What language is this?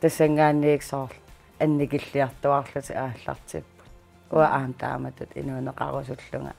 Kalaallisut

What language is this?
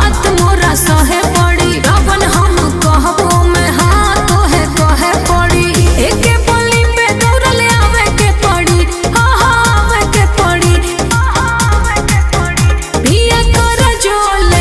Bhojpuri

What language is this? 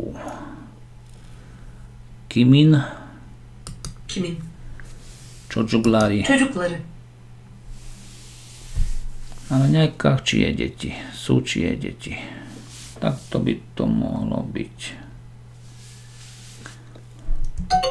Slovak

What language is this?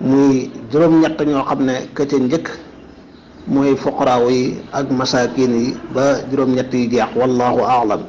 Wolof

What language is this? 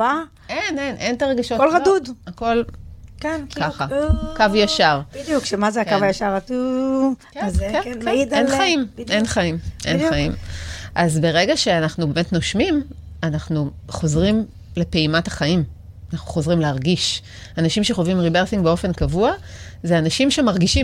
Hebrew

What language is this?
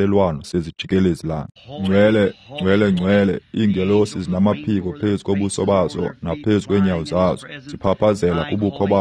Xhosa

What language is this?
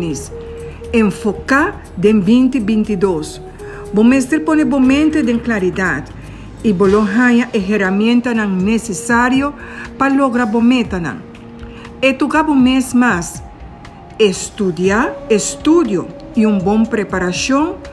Papiamento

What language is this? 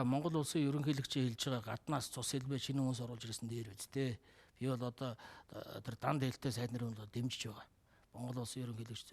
Mongolian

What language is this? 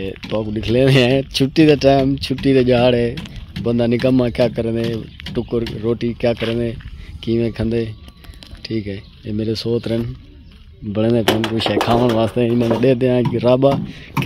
Saraiki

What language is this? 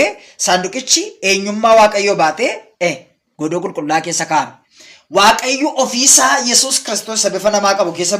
Oromo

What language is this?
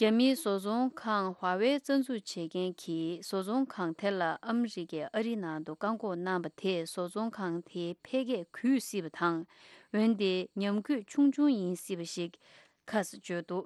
Tibetan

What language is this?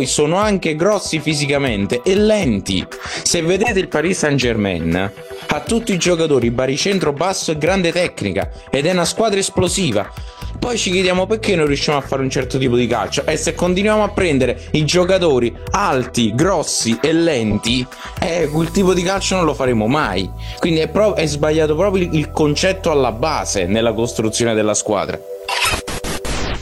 Italian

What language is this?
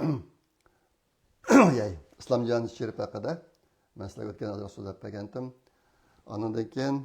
Uyghur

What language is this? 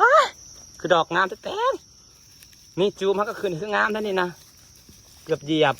Northeastern Thai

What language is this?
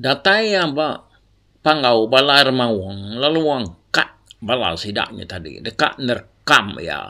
Iban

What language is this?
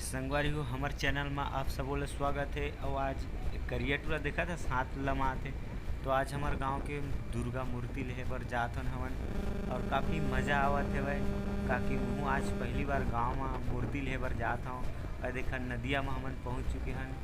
Chhattisgarhi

